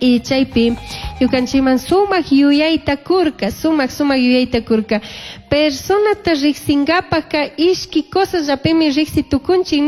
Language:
Chimborazo Highland Quichua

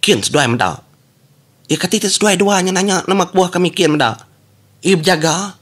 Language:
Iban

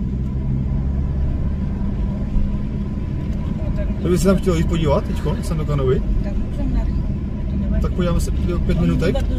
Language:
Czech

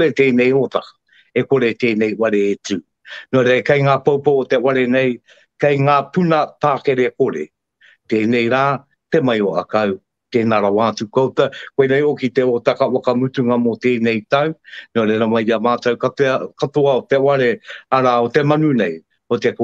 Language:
Māori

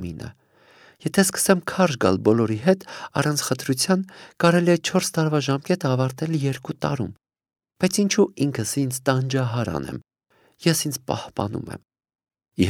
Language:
Armenian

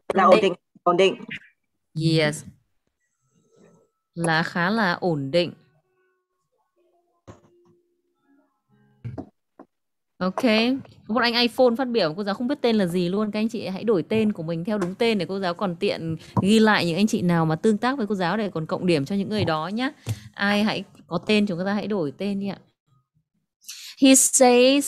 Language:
Vietnamese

